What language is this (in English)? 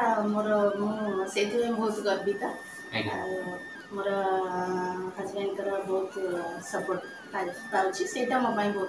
Odia